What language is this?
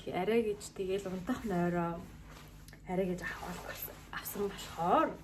Mongolian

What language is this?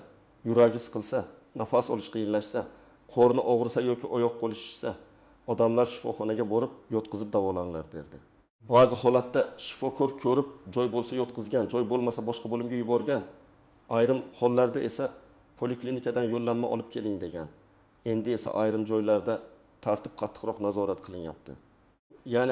Uzbek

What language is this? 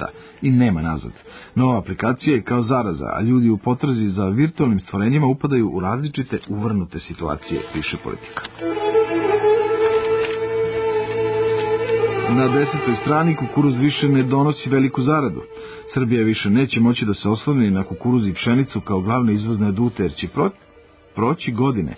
Serbian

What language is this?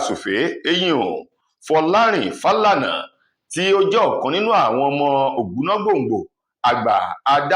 Yoruba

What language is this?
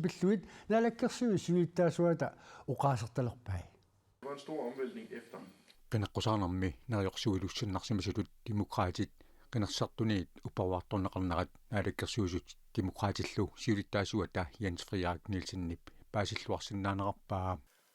Kalaallisut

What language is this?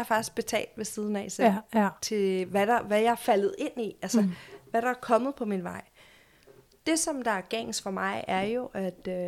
Danish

